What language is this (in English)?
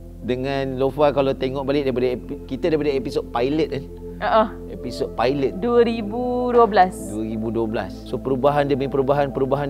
Malay